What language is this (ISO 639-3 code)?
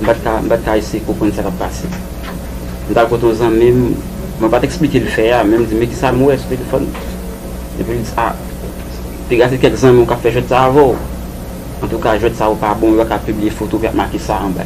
hat